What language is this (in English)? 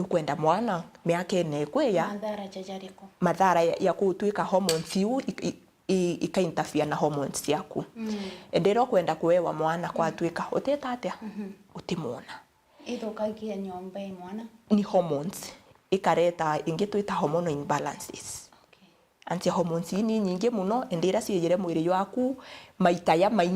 Meru